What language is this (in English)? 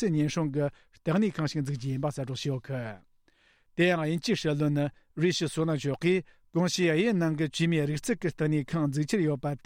Tibetan